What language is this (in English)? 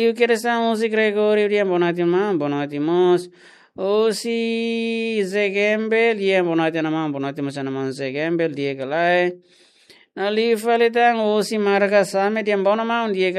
Tetum